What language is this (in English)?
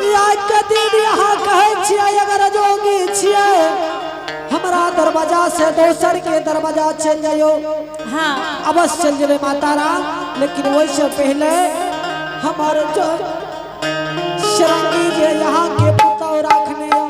Angika